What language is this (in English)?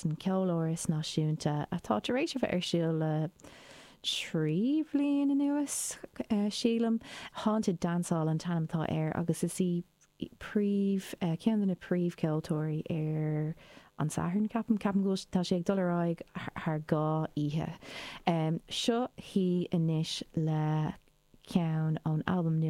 Irish